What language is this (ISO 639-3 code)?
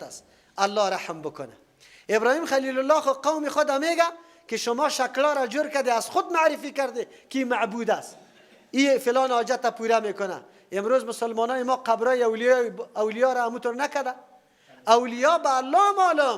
fas